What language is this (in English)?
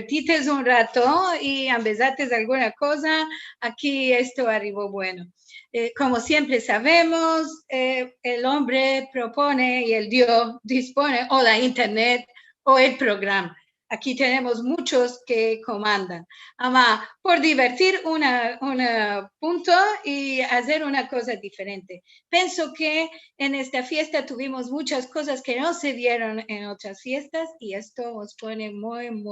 Ladino